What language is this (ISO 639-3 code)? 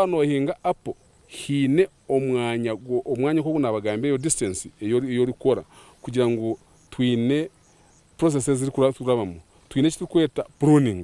nyn